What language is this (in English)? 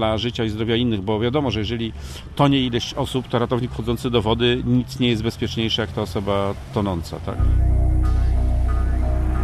Polish